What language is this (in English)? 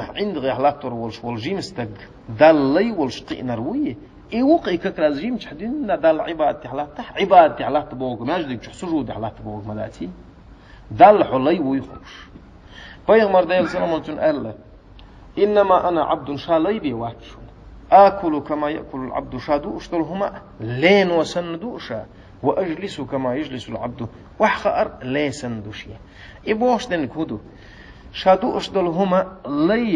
Chechen